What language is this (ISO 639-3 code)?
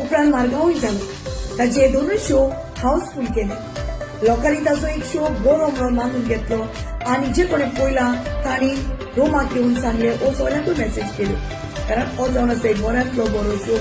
kok